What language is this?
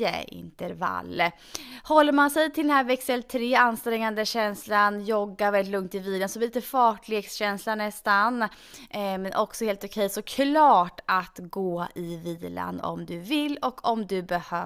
Swedish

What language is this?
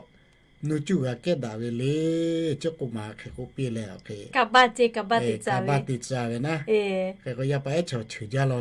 Lahu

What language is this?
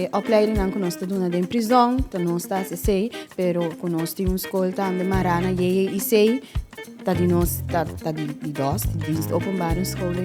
Papiamento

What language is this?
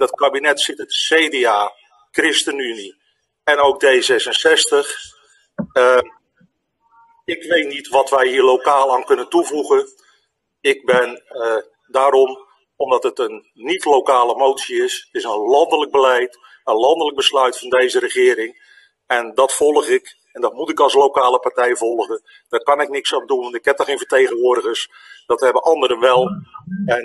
Dutch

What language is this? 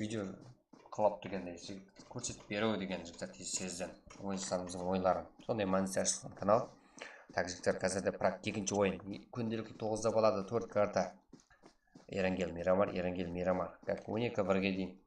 Kara-Kalpak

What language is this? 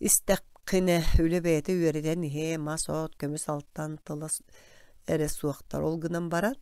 Yakut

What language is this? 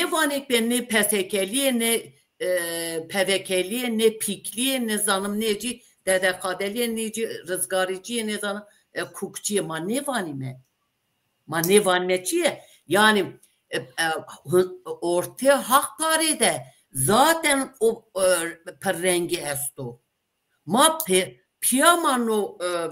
Zaza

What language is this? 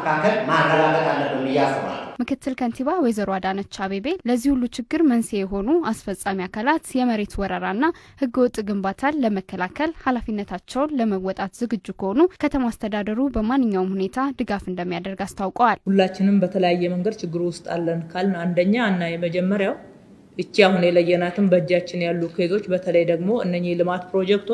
Amharic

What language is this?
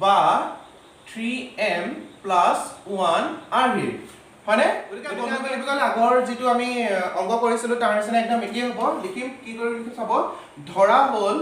Assamese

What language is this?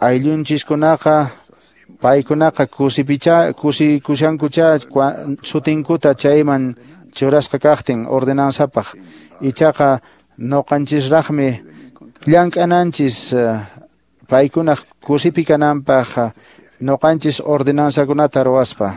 Quechua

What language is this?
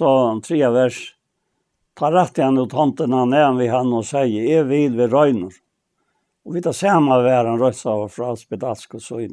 Faroese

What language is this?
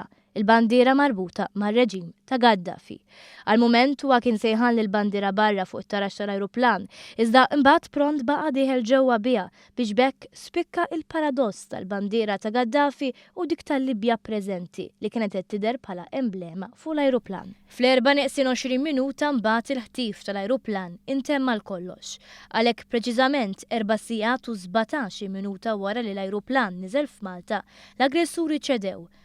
Maltese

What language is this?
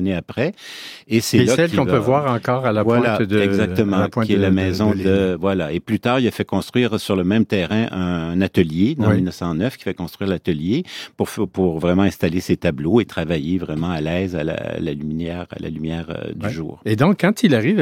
French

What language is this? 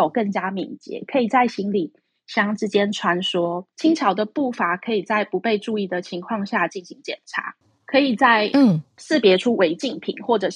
Chinese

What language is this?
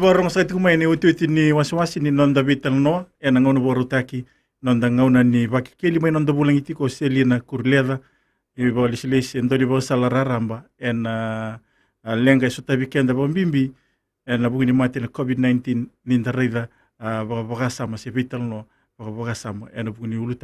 Fijian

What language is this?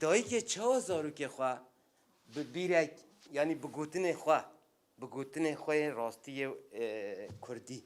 Kurdish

